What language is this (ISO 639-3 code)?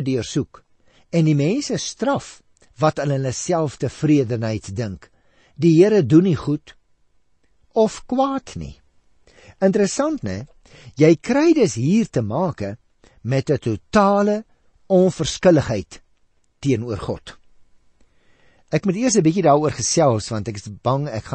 afr